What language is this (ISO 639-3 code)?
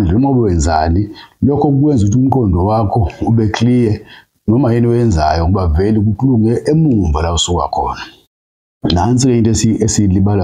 zul